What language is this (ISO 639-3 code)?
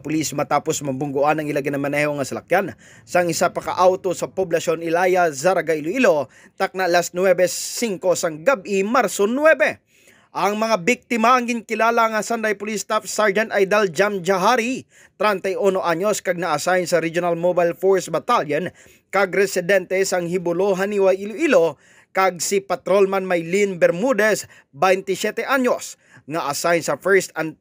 hil